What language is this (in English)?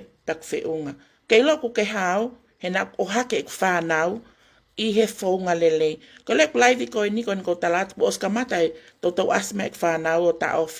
Tongan